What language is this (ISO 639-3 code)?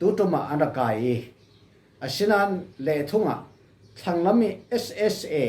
cfm